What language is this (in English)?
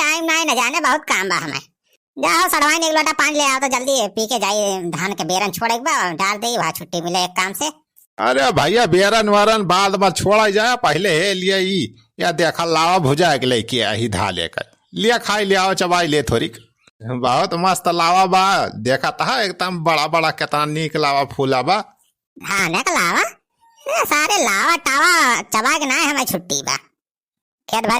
Awadhi